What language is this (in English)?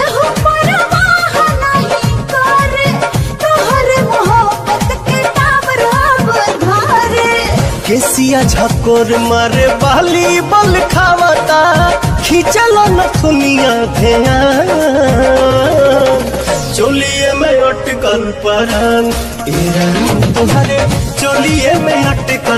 Bhojpuri